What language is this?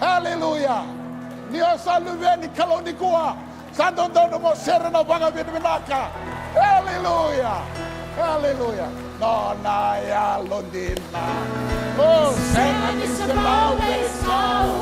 Fijian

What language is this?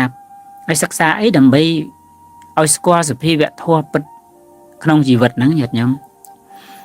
Khmer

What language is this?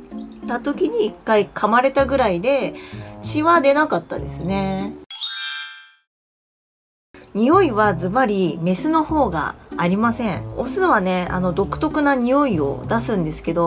Japanese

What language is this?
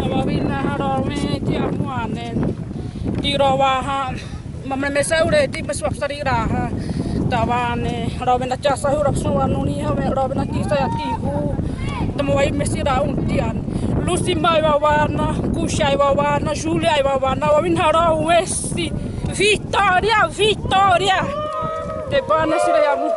Xavánte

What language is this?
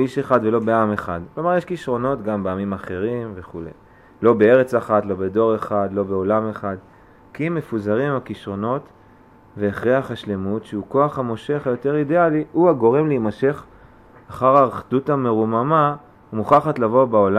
Hebrew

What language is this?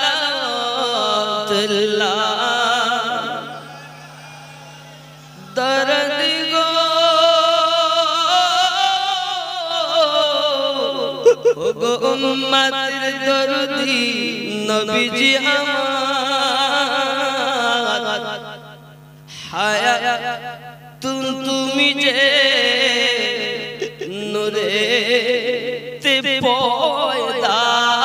Bangla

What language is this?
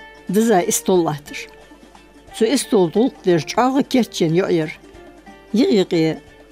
Ingush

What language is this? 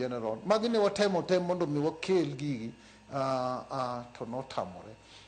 Luo (Kenya and Tanzania)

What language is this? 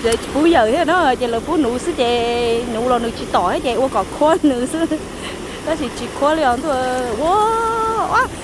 Hmong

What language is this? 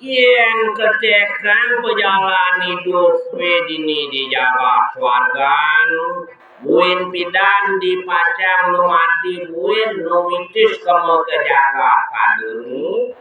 Balinese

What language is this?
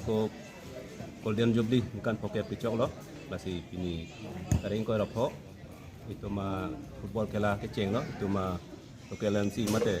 Karbi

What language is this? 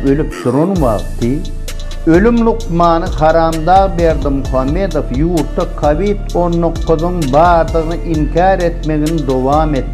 Turkmen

